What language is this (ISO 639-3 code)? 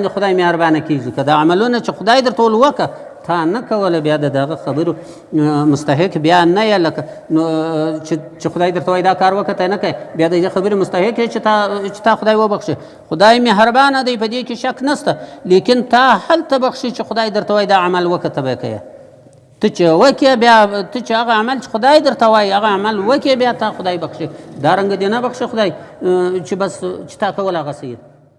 pus